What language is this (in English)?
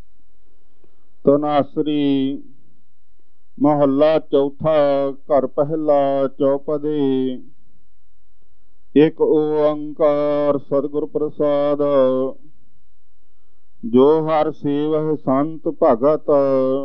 Punjabi